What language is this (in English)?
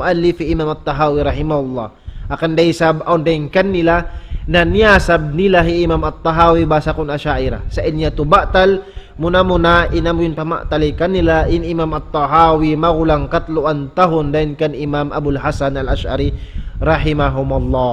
Tausug